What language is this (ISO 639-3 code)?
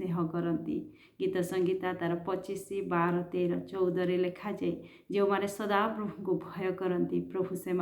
ori